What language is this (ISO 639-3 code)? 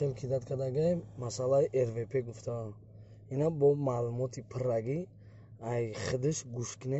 tgk